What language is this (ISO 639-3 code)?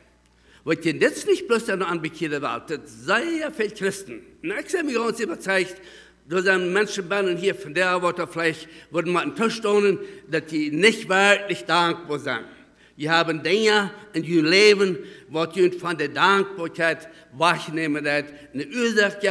pdt